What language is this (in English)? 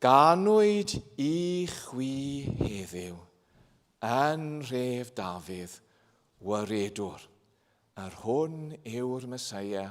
Welsh